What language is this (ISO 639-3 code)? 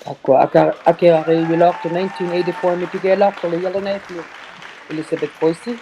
iku